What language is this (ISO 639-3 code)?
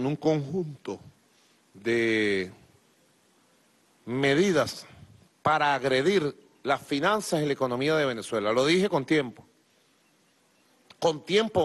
spa